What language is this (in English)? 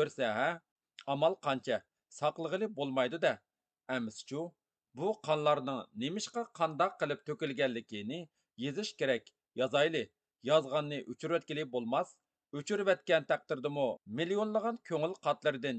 Uyghur